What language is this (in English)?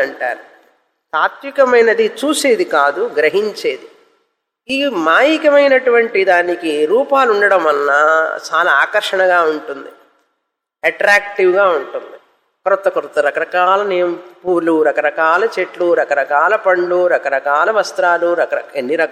Telugu